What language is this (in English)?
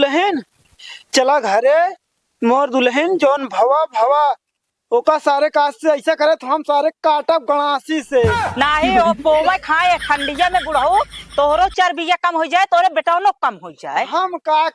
Awadhi